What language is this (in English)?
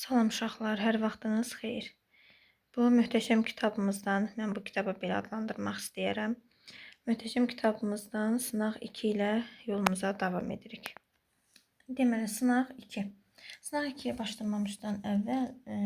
Azerbaijani